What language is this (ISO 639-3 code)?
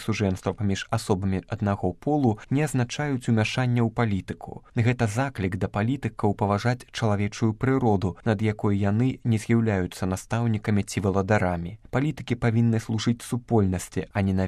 bel